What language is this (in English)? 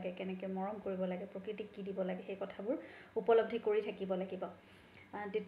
Assamese